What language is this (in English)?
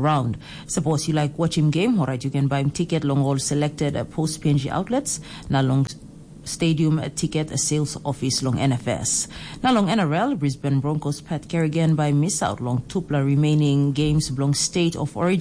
Tok Pisin